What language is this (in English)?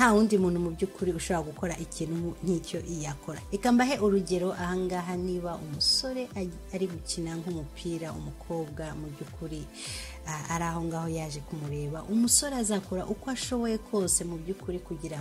Kinyarwanda